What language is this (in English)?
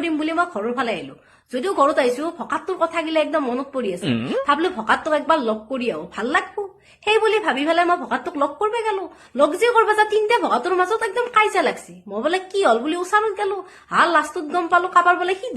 Assamese